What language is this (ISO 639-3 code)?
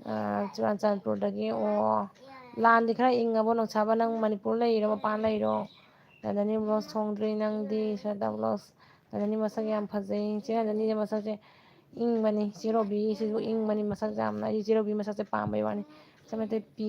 mni